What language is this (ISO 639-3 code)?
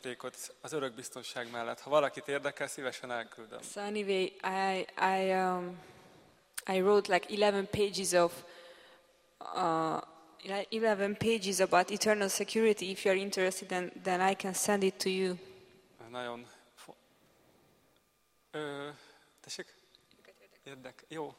hun